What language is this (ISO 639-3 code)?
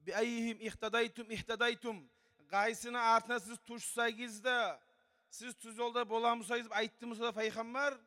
kum